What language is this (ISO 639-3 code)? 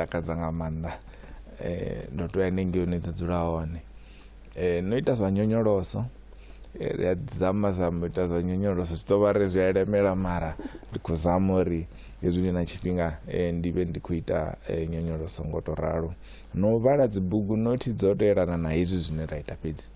ven